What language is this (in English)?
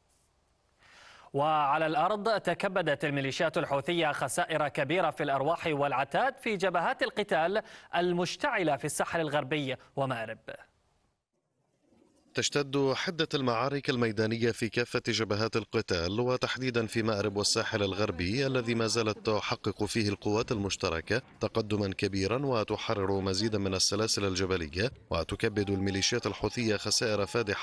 Arabic